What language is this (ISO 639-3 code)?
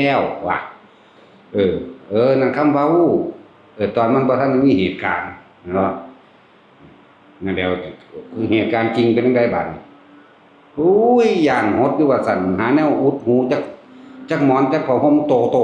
tts